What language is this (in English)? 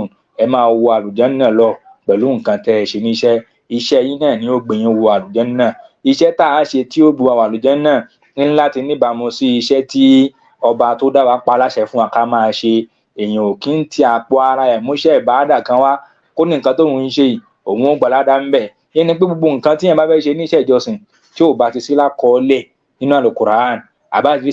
Yoruba